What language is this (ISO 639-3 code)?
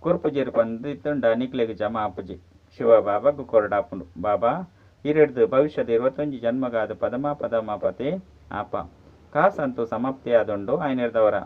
tcy